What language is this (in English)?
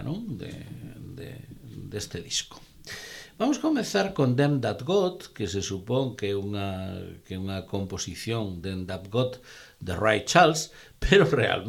Galician